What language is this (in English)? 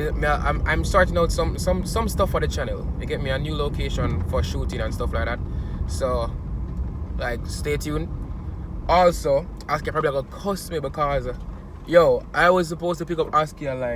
Jamaican Creole English